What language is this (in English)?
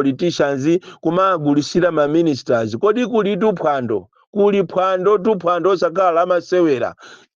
Nyanja